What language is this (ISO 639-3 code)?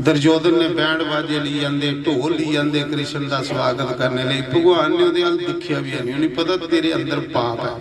doi